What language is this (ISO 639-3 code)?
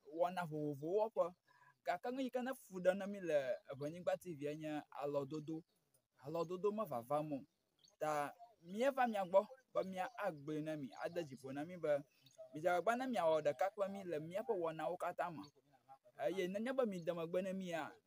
ewe